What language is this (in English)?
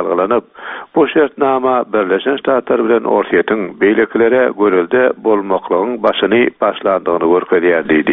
Turkmen